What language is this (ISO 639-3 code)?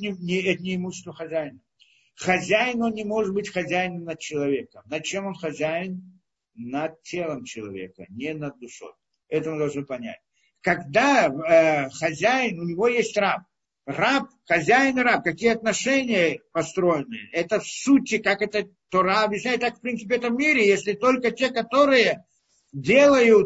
rus